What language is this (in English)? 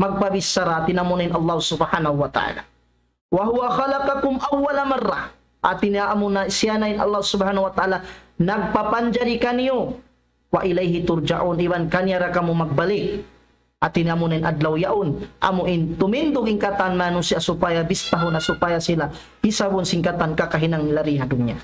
Tausug